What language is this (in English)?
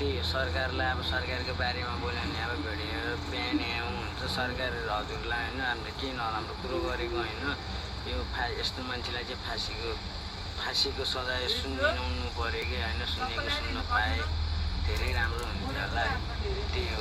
Nepali